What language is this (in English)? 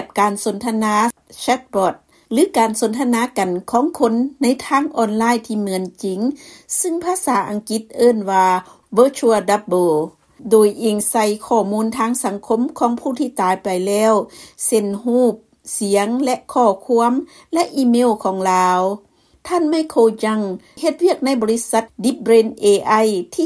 Lao